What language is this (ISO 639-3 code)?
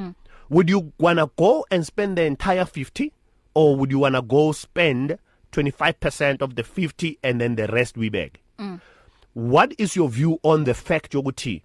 eng